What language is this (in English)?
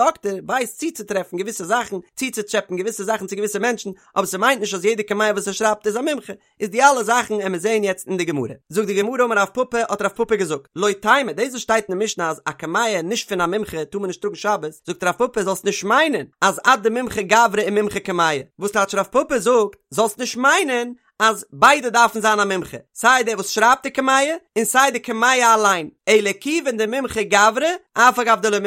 Yiddish